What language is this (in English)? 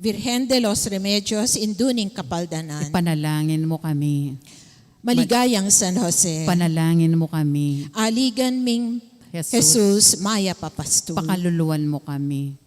Pampanga